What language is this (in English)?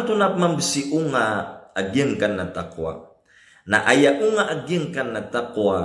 Maranao